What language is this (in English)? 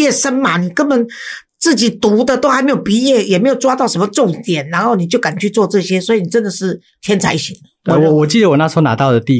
Chinese